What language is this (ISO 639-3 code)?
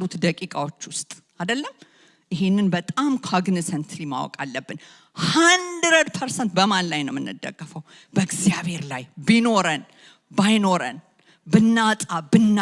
amh